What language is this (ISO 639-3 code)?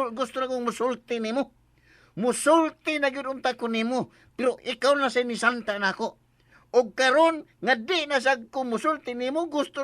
ceb